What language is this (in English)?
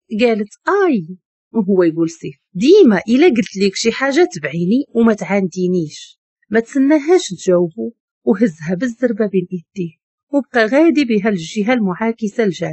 Moroccan Arabic